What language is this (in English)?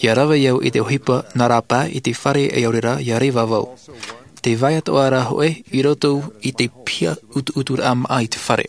Tahitian